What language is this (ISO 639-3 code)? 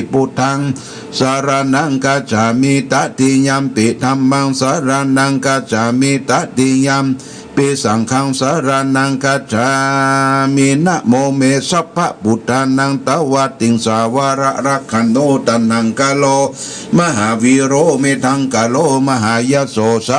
pli